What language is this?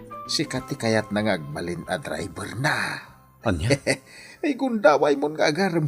Iloko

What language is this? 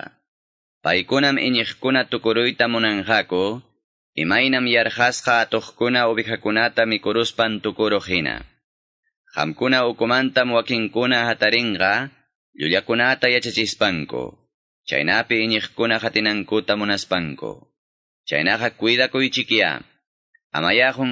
Quechua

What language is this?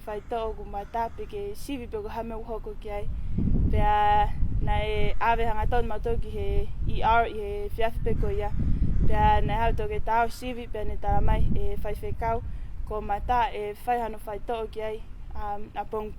Tongan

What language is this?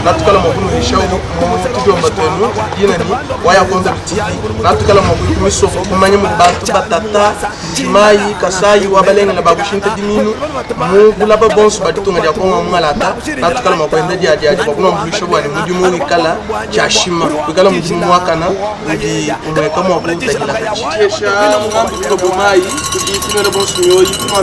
Luba-Lulua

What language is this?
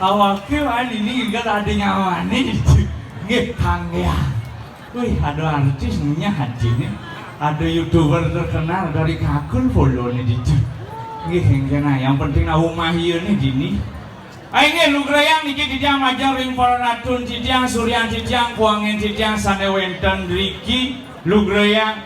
Balinese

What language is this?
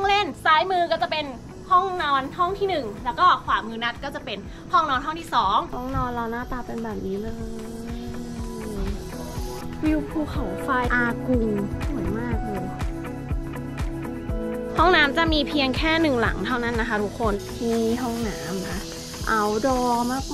Thai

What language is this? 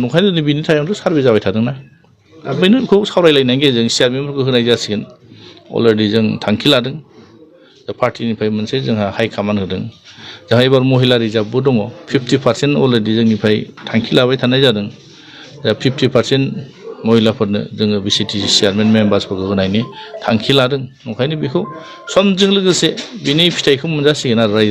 Bodo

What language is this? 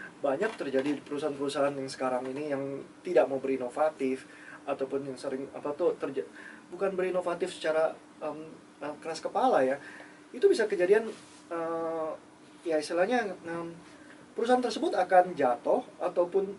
Indonesian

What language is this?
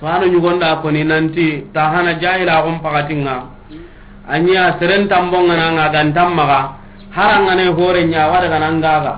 Soninke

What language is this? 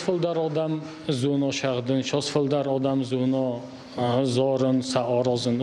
Ossetic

